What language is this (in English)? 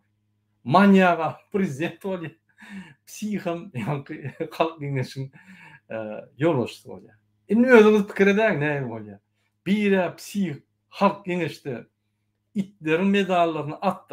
Turkmen